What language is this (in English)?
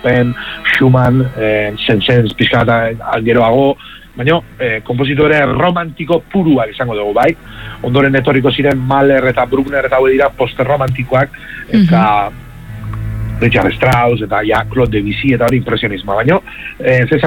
Basque